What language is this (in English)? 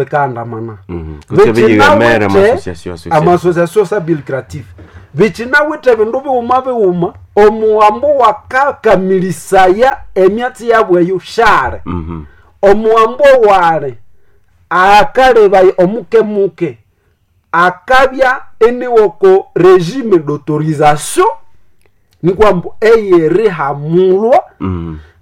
Nande